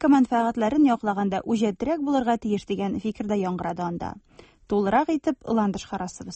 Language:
Tatar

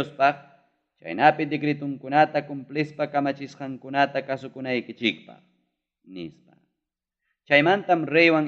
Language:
Ayacucho Quechua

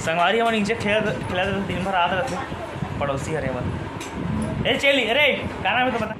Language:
Chhattisgarhi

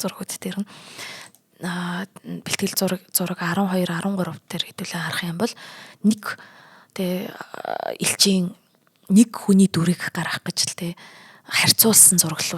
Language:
Mongolian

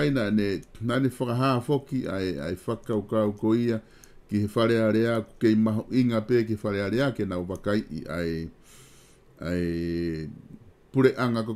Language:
Tongan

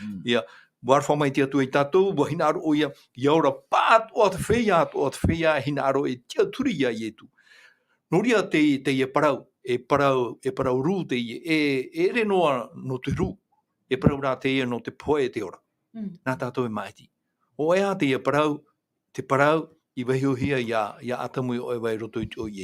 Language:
Tahitian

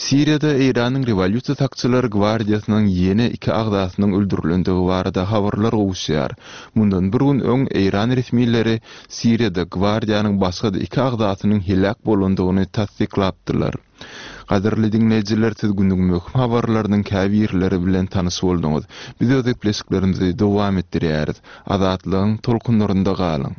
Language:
Turkmen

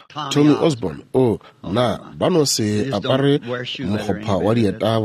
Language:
Northern Sotho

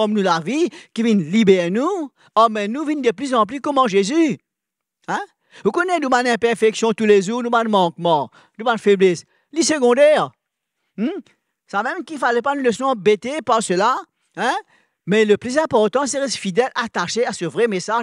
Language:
Morisyen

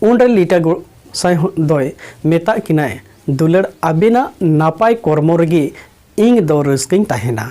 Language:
Santali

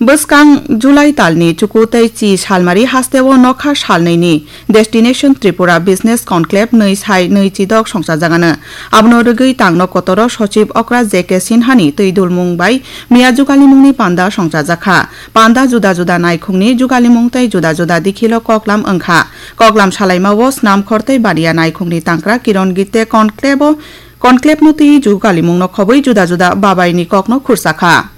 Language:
Kok Borok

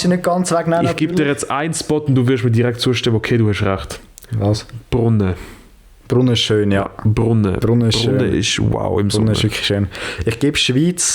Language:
Swiss German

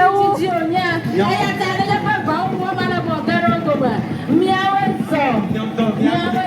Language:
Ewe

